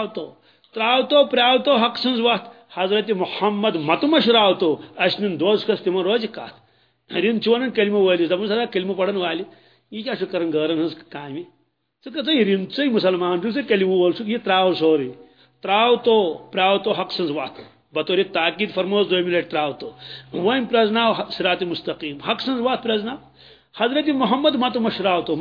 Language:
Kashmiri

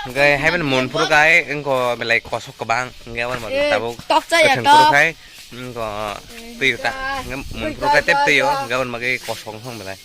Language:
Kok Borok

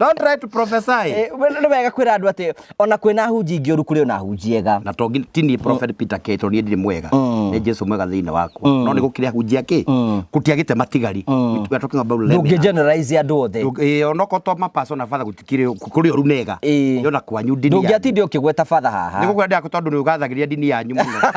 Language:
Kikuyu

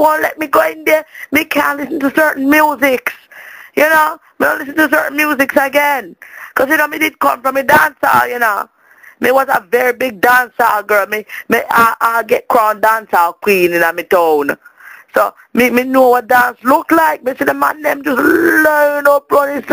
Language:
Jamaican Creole English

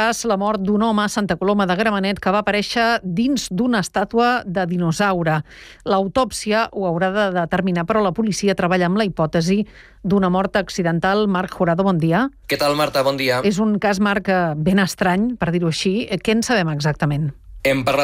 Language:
Catalan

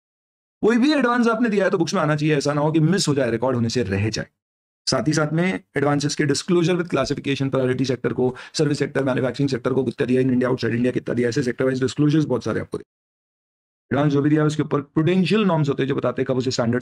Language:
Hindi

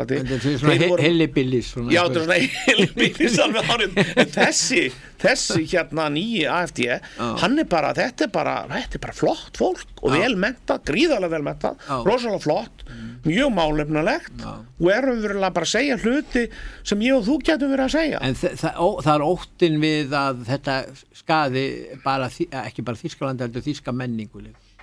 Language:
Icelandic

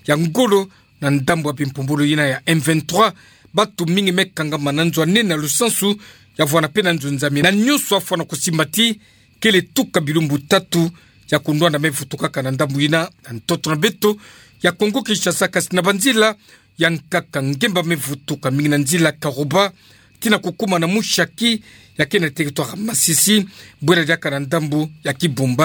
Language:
Kituba (Democratic Republic of Congo)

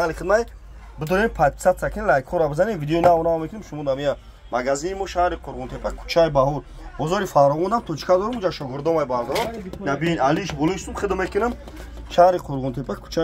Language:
Tajik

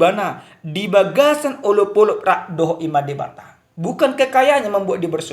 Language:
Batak Toba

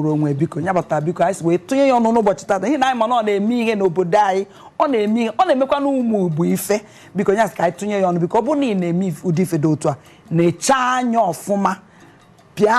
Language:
Igbo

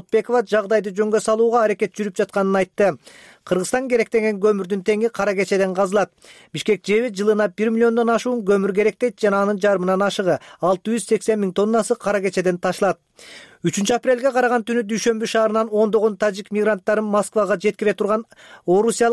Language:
Kyrgyz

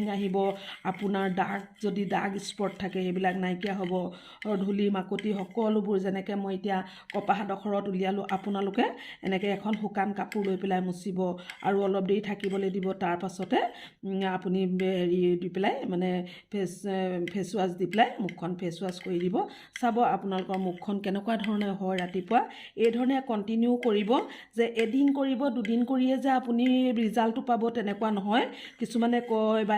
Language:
Assamese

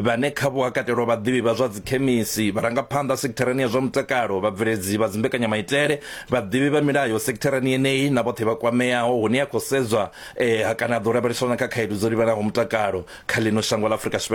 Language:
Venda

